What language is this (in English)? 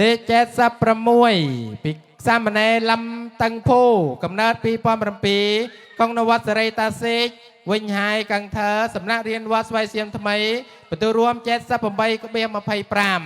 Khmer